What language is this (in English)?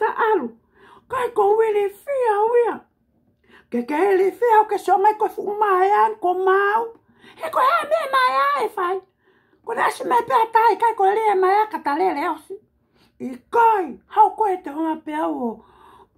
Tongan